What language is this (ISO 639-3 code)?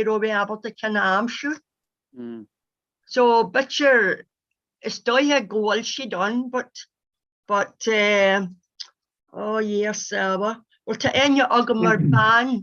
gle